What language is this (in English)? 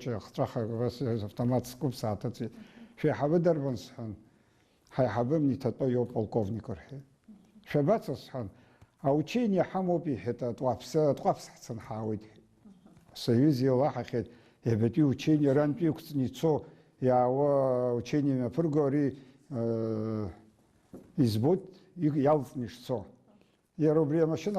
Abkhazian